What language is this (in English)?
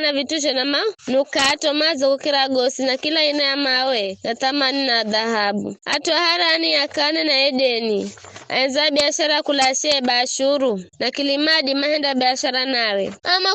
Giryama